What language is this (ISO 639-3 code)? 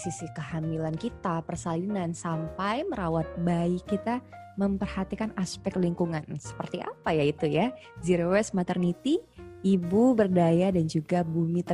ind